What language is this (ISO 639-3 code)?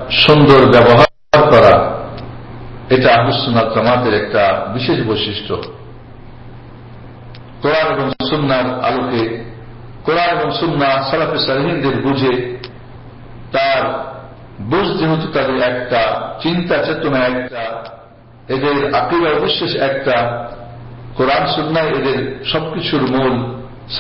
ben